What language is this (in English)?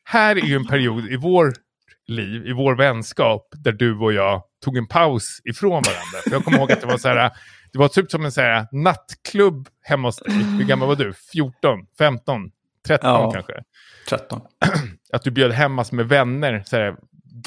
Swedish